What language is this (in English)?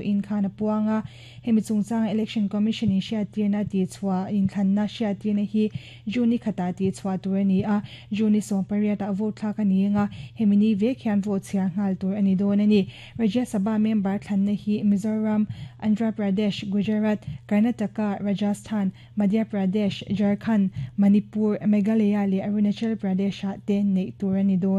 Mizo